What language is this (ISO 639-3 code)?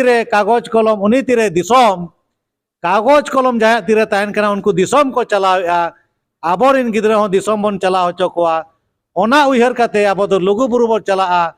sat